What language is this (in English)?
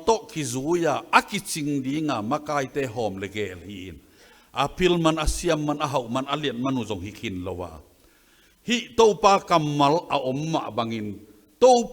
Tedim Chin